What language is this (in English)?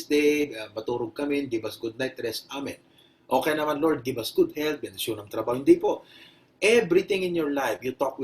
Iloko